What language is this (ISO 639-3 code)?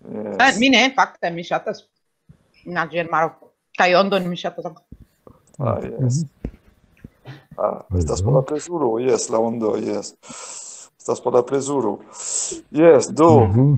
epo